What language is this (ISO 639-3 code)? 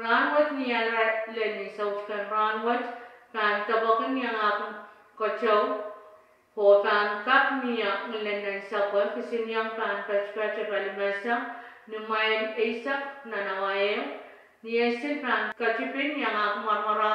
pon